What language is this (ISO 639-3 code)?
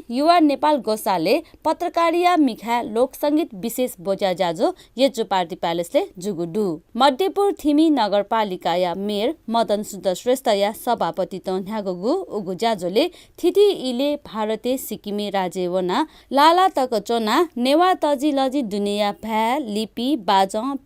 new